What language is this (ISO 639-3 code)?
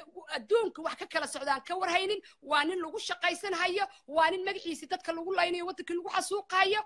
som